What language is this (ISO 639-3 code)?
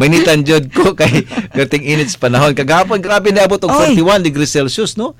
ceb